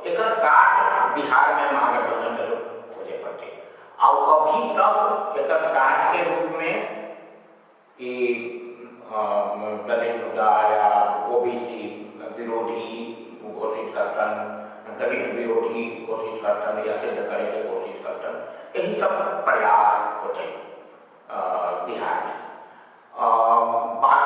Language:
Magahi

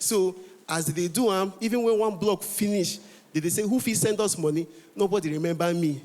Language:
Nigerian Pidgin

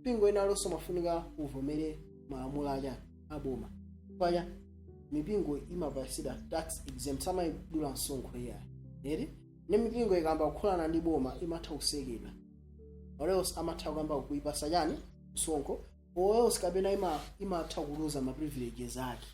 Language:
Nyanja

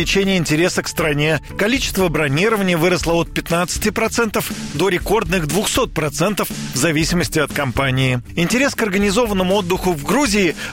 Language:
Russian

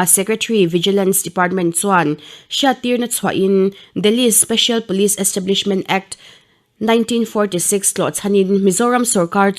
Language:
Mizo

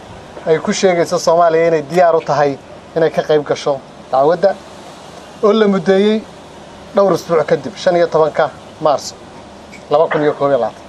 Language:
Somali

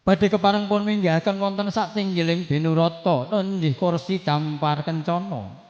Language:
Javanese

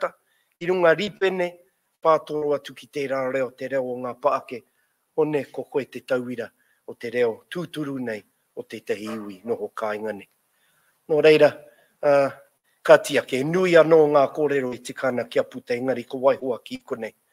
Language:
Māori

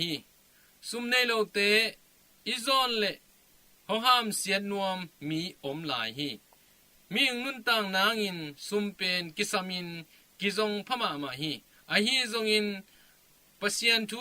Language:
Tedim Chin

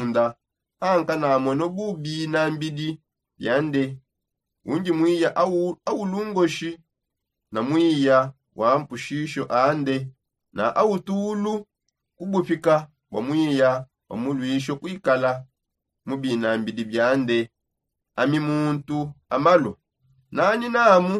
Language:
Songe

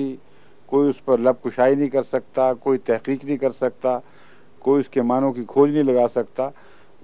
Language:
Urdu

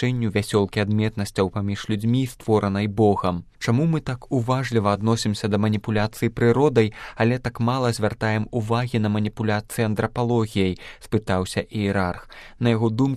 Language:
Belarusian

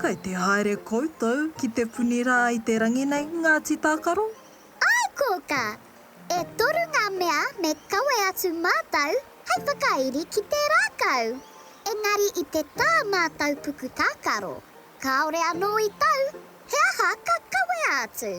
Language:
Māori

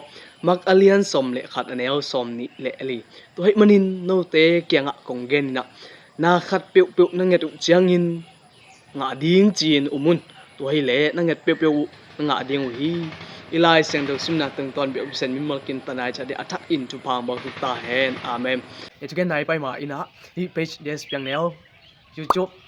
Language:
Tedim Chin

